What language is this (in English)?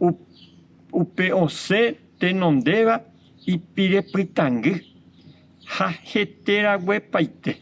Guarani